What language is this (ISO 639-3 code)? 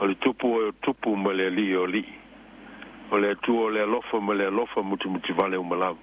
smo